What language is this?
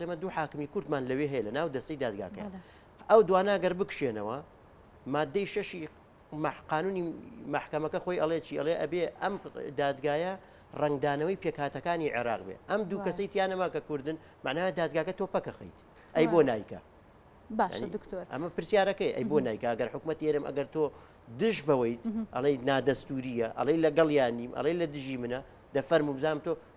Central Kurdish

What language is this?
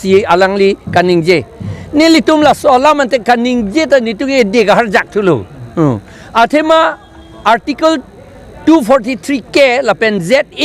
Karbi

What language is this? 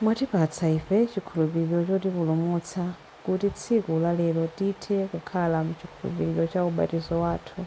Nyanja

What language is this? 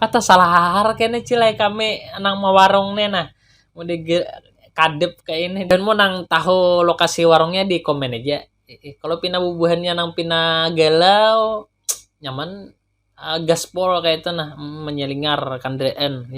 Banjar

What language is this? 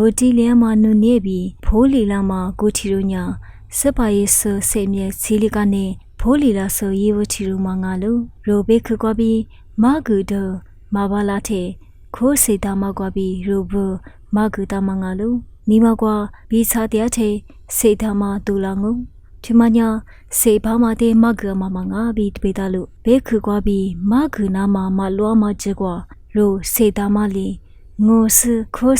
Lisu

